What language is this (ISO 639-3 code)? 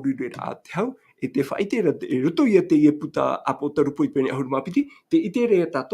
tah